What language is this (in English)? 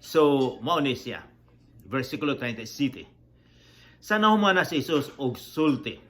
Cebuano